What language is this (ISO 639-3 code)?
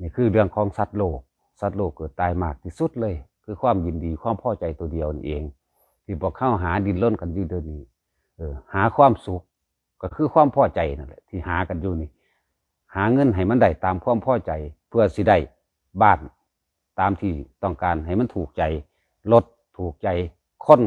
lao